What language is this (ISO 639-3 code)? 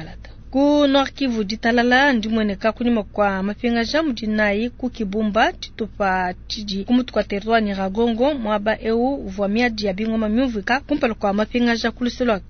lua